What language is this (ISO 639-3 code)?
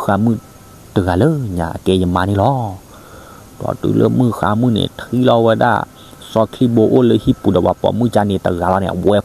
ksw